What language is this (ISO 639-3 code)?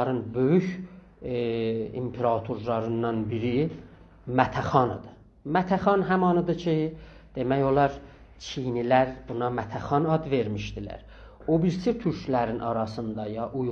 azb